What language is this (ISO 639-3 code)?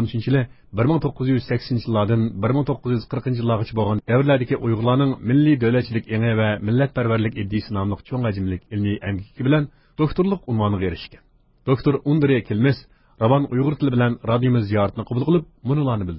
uig